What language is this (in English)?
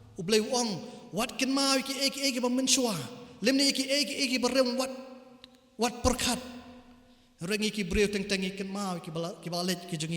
Khasi